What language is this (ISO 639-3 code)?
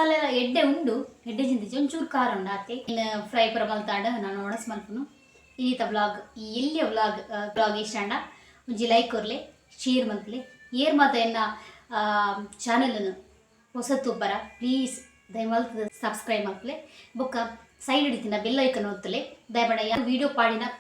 tcy